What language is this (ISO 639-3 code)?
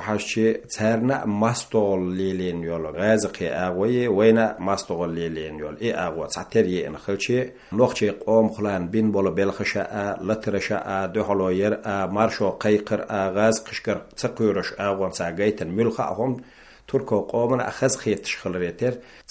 che